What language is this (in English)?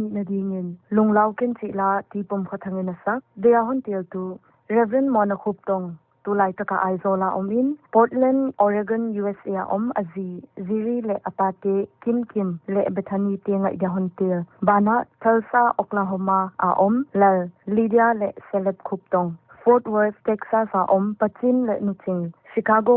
Paite Chin